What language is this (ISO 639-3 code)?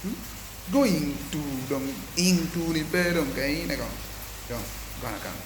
ach